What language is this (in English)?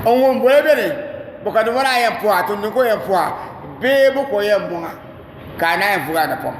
Dagbani